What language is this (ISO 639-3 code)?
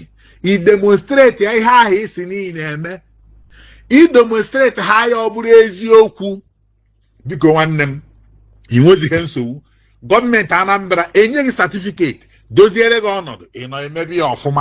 ibo